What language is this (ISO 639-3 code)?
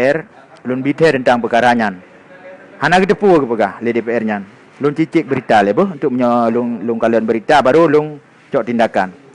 ace